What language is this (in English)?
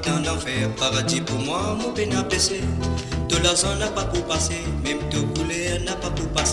Morisyen